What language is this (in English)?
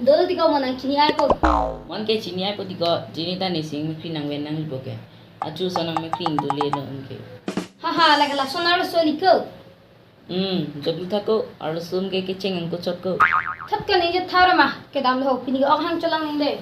Karbi